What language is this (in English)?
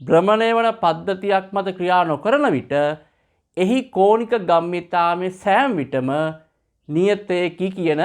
Sinhala